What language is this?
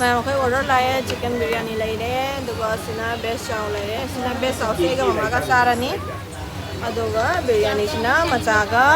Manipuri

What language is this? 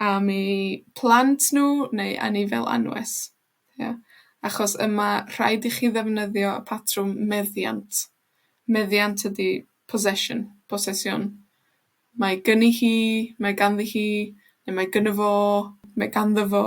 Welsh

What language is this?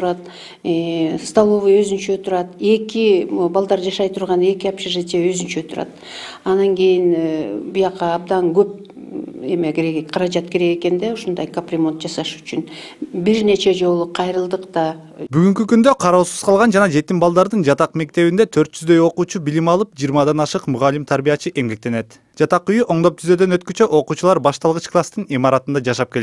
Kyrgyz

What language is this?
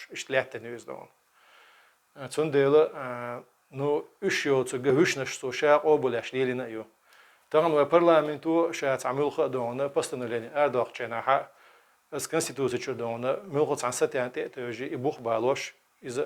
Chechen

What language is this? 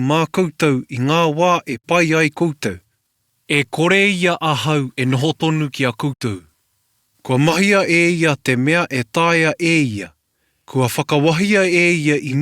Māori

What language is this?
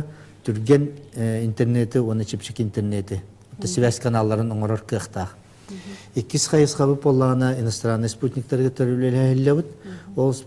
Yakut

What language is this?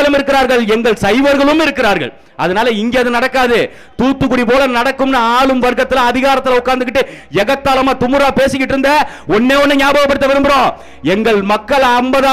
Tamil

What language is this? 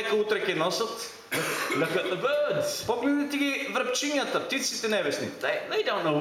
Macedonian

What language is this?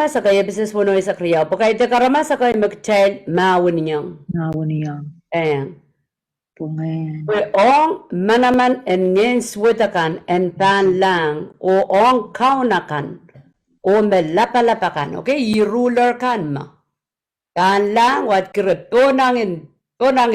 Pohnpeian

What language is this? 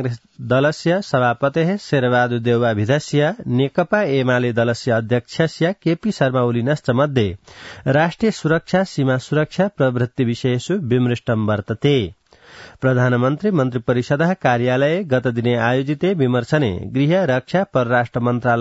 Sanskrit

